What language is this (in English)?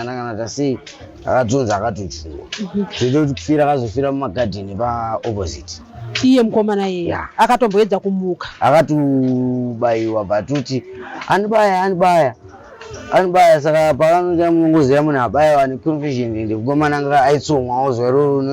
Shona